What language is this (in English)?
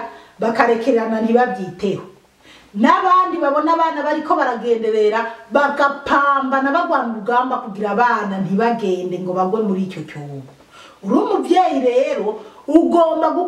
Rundi